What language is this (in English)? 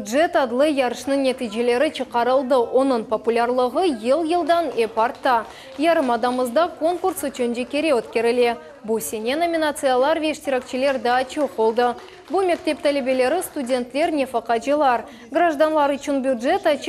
Crimean Tatar